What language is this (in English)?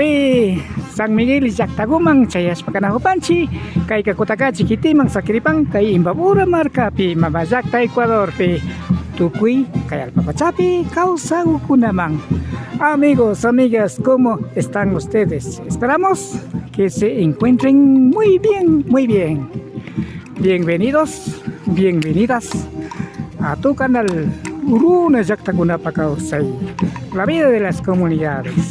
Imbabura Highland Quichua